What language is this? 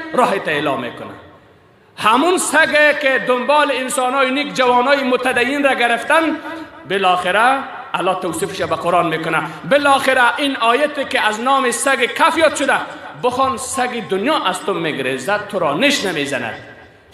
Persian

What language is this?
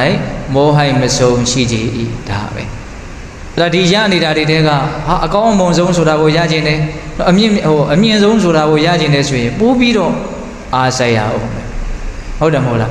Burmese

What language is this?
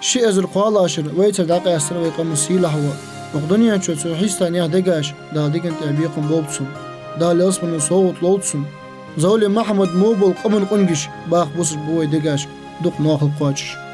Ingush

